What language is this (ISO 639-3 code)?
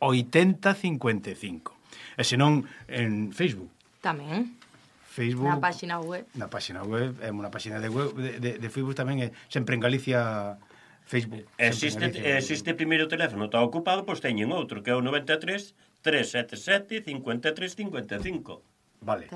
glg